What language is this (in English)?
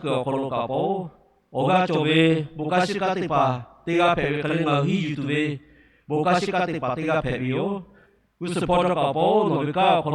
Lahu